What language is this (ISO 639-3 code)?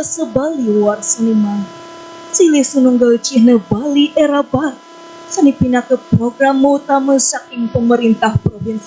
ban